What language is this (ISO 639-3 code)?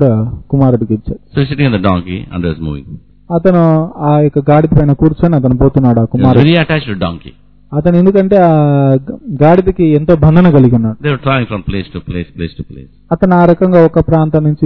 tel